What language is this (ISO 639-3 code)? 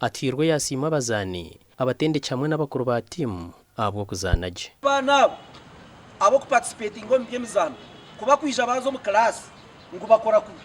nyn